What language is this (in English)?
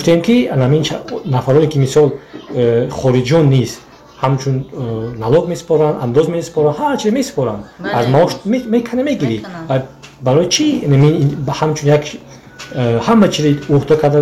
Tajik